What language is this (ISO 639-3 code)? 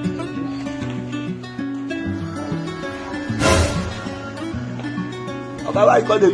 pcm